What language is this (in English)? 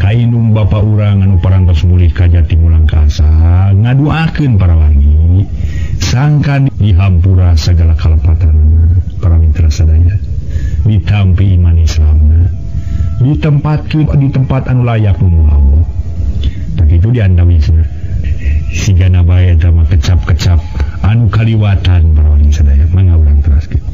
Sundanese